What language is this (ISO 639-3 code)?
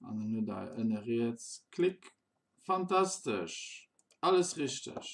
ltz